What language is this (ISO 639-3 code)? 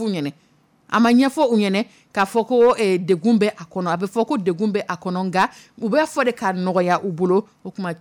dyu